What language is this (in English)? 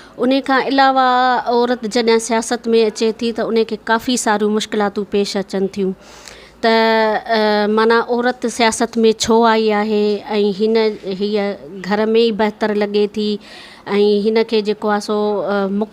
Sindhi